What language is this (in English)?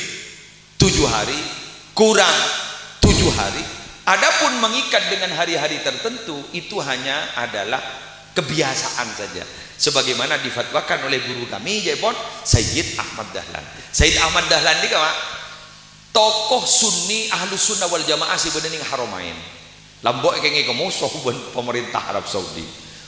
Madurese